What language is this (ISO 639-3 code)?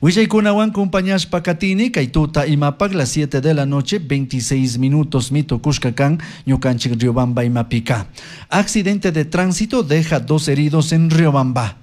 qug